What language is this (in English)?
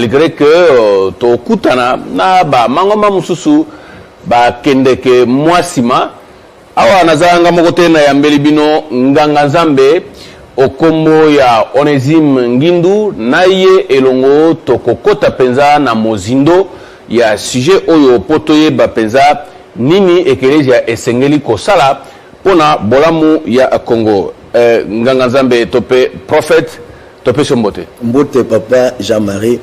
Lingala